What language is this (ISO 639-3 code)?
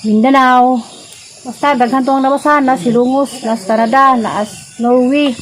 ceb